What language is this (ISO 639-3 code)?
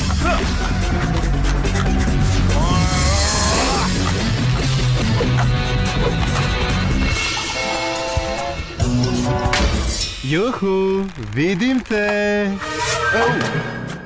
srp